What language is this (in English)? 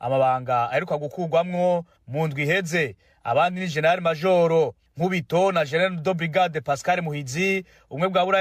Rundi